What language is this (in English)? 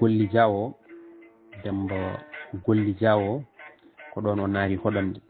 Fula